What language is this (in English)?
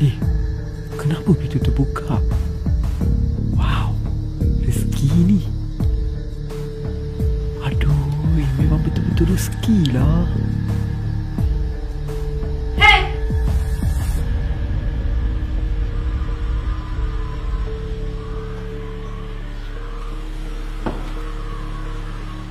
Malay